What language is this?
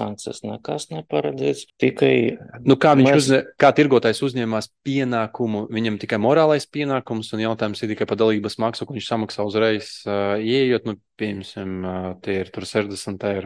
Latvian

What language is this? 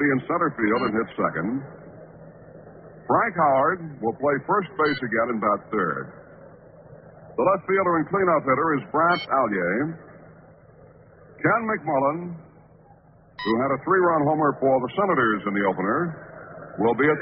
English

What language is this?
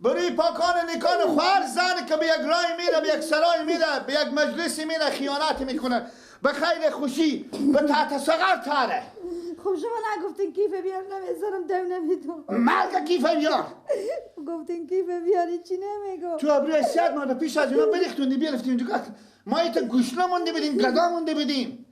Persian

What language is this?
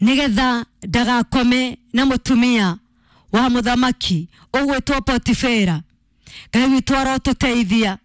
Kikuyu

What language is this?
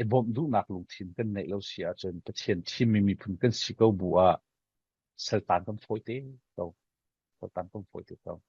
Falam Chin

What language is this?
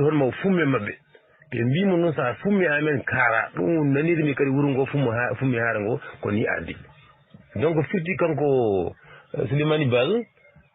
Fula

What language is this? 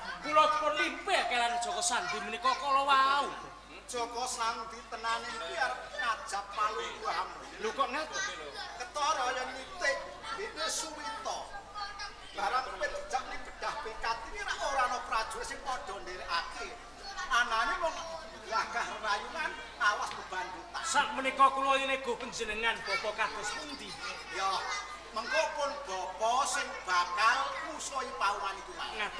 Javanese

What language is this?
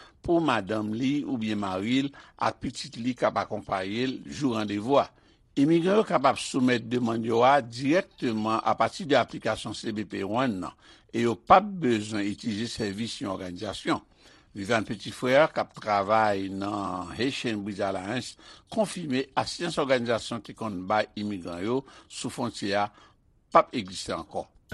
Haitian Creole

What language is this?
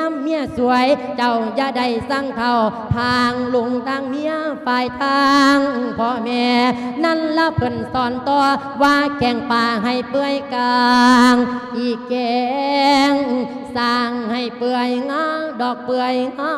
Lao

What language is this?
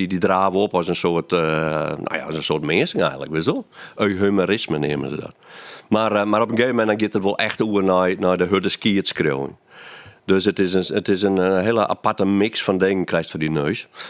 Western Frisian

